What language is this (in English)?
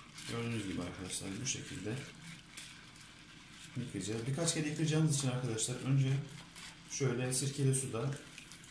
Turkish